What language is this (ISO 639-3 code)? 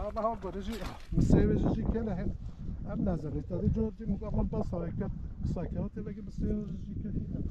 kur